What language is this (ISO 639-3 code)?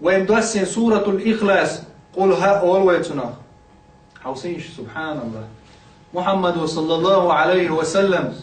che